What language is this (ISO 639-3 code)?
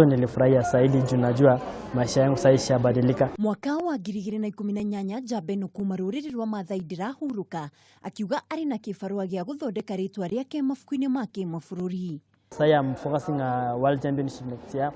kik